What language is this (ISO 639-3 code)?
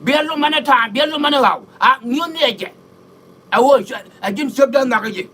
nus